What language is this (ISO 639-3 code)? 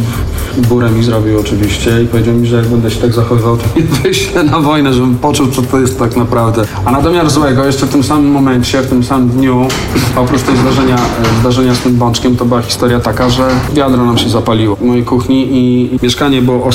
pol